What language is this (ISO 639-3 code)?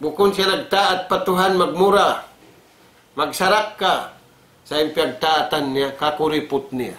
tsg